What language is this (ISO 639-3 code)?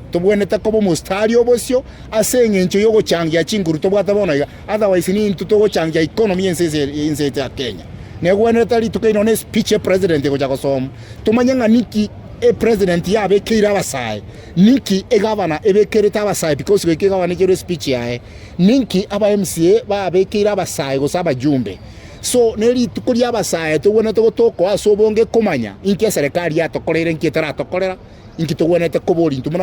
guz